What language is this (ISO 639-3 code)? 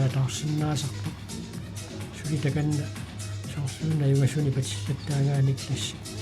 kal